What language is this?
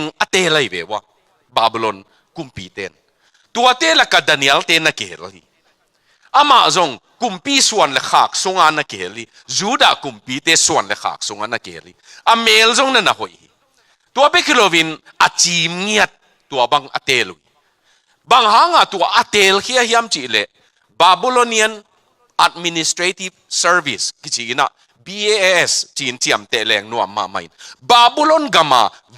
Tedim Chin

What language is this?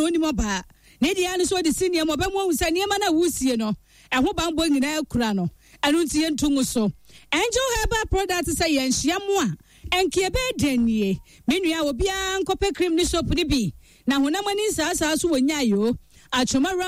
Akan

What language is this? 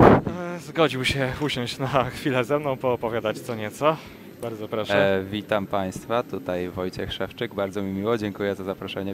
Polish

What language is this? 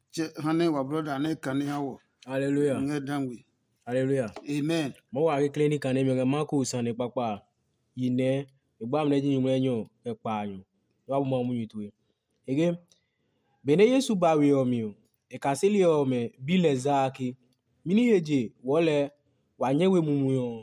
Adangme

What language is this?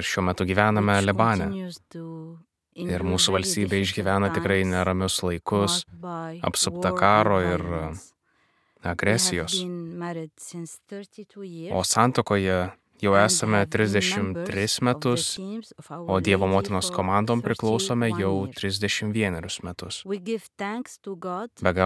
Lithuanian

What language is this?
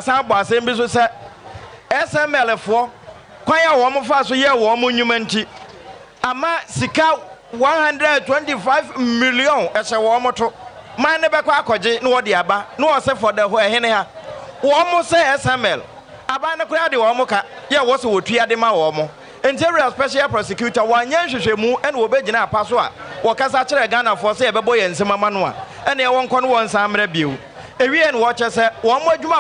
Akan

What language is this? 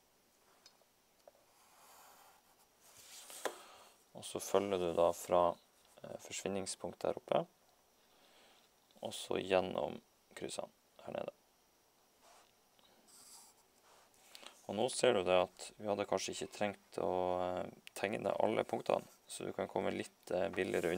Norwegian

